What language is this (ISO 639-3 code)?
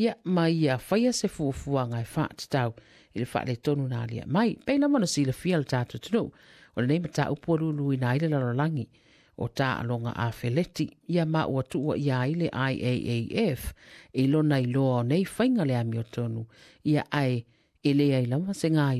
smo